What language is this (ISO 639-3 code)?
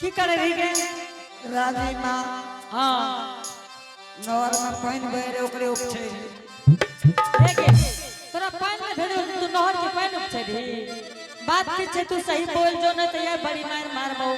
anp